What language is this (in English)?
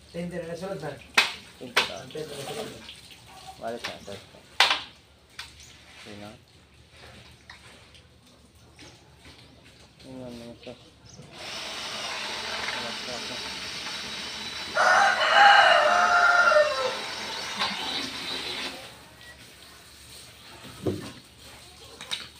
Filipino